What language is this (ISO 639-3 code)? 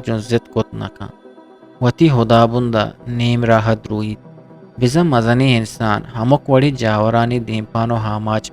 bgp